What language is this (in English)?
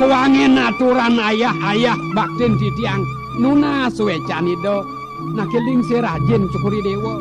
Balinese